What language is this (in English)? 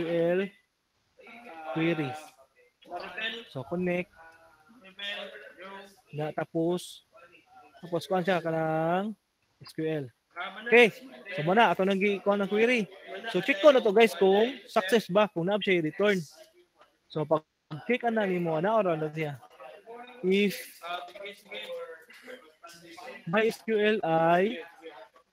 Cebuano